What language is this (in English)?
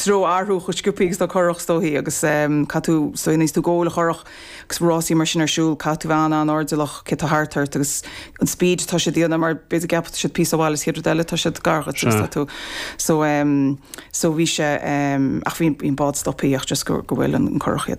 Irish